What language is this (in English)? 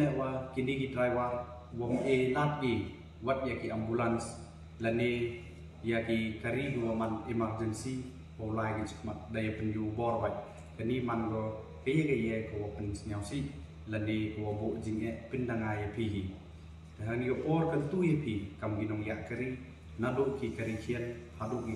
Pnar